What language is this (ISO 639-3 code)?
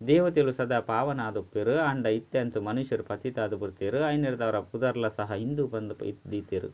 tcy